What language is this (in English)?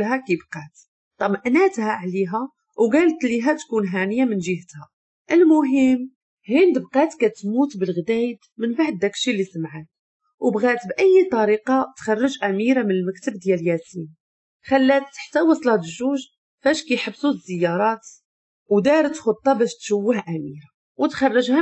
Moroccan Arabic